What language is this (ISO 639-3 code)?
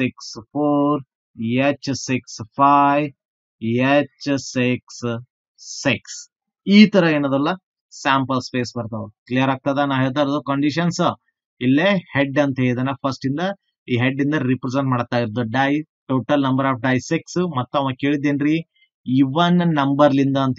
kan